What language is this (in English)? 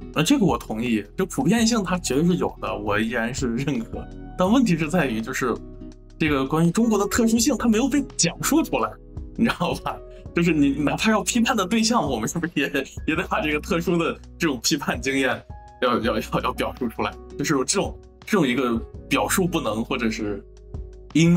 Chinese